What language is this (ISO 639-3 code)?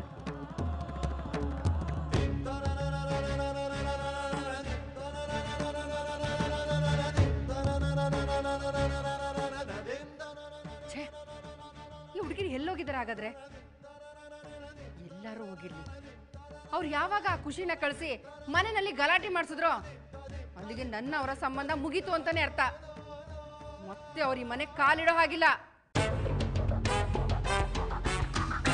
kan